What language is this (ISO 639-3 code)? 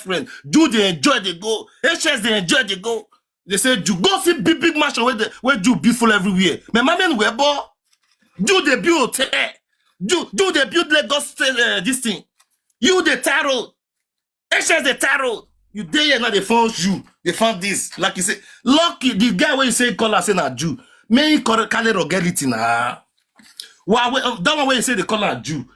pcm